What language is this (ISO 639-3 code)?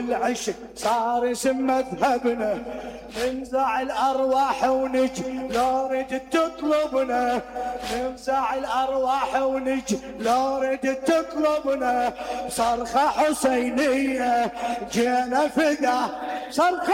acm